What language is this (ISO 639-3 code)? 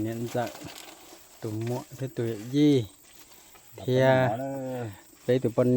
hmn